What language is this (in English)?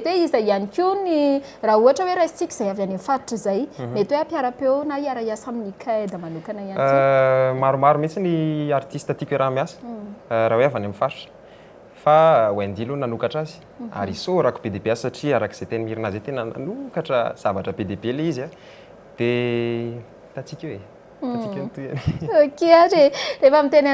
Malagasy